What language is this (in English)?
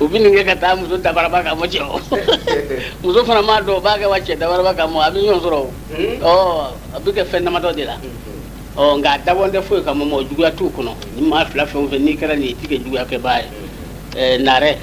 Bambara